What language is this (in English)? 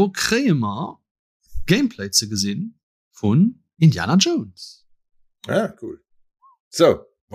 Luxembourgish